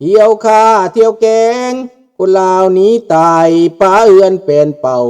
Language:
Lao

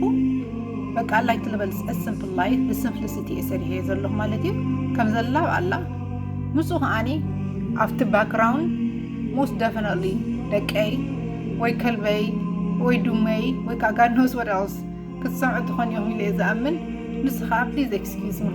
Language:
Tigrinya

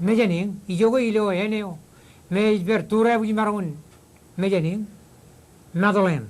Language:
Marshallese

